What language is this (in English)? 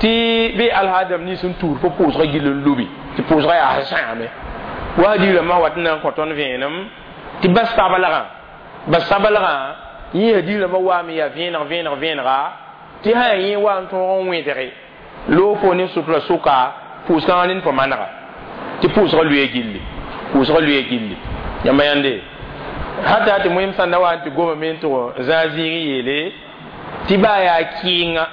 Mossi